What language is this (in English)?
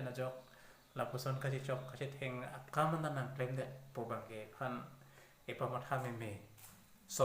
Karbi